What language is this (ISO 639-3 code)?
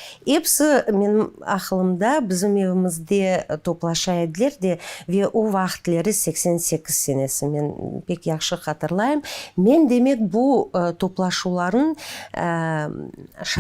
crh